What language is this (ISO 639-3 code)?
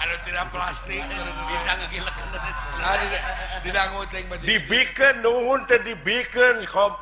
sun